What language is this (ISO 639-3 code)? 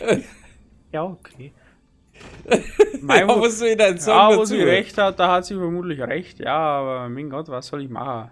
bar